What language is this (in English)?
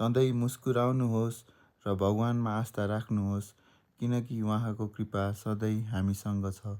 Nepali